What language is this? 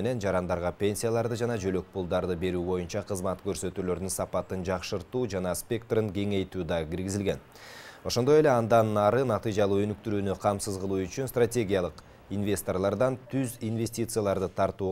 Kyrgyz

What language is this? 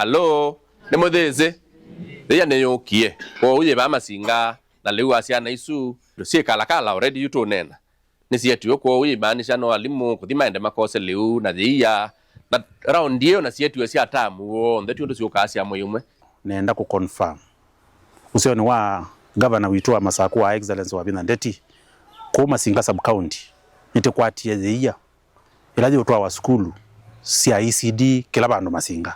Kamba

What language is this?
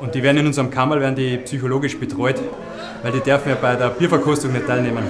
Bavarian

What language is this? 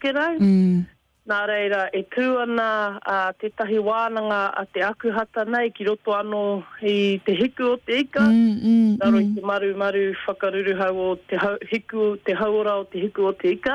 Māori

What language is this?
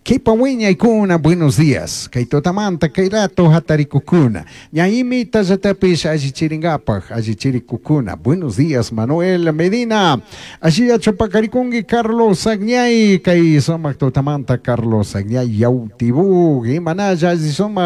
Chimborazo Highland Quichua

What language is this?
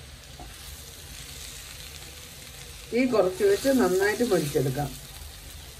Malayalam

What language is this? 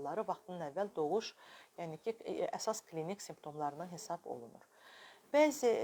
Azerbaijani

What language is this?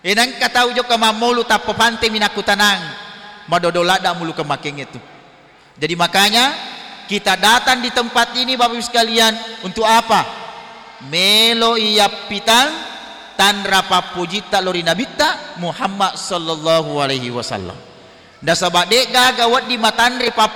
Buginese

